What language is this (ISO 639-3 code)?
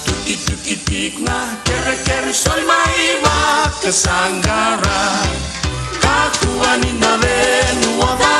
ton